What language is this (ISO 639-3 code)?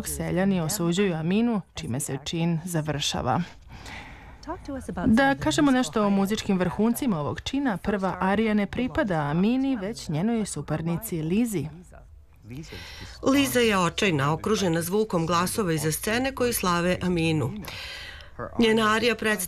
srp